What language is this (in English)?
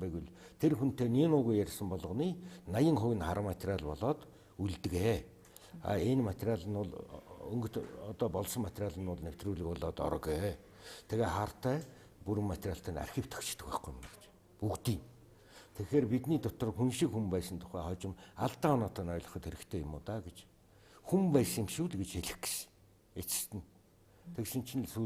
Mongolian